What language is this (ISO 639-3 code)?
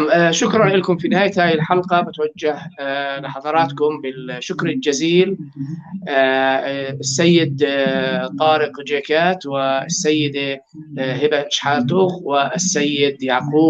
apc